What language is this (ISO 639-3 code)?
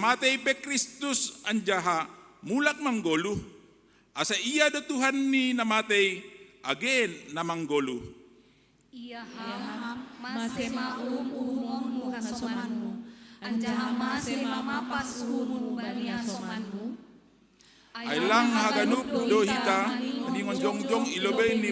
bts